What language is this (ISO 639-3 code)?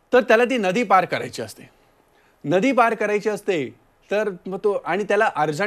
mar